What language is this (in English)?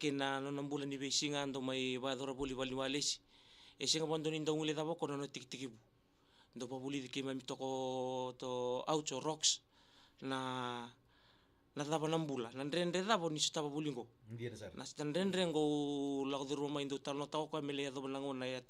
Fijian